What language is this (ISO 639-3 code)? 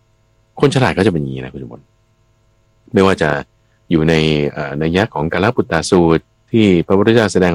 tha